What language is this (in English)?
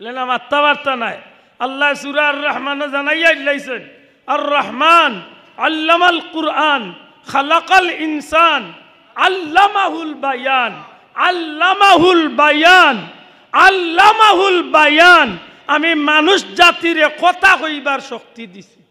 Sylheti